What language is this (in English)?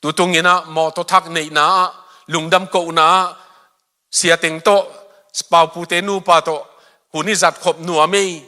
Tedim Chin